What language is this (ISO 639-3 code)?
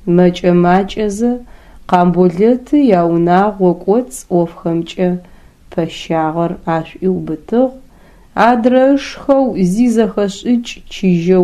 ady